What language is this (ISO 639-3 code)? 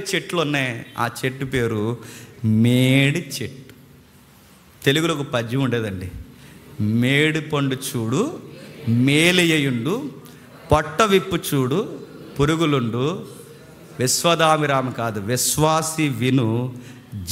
tel